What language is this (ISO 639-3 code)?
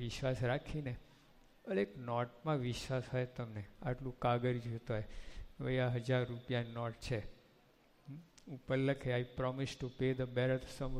guj